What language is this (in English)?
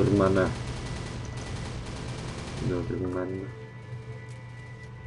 Czech